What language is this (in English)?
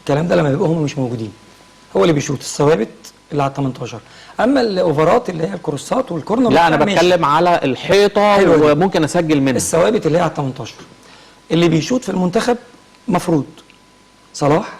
Egyptian Arabic